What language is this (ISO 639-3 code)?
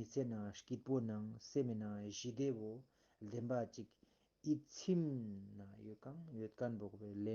bod